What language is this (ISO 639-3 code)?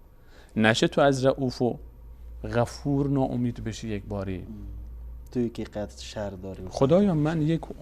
fas